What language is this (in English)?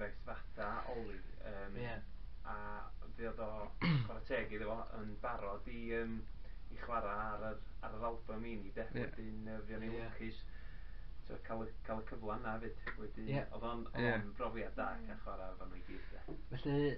Welsh